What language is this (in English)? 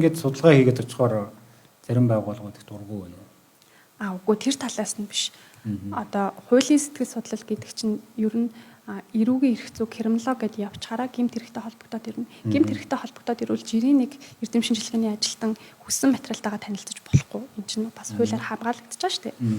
Mongolian